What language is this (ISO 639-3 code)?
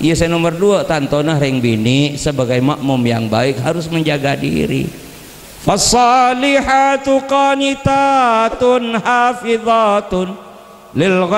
mad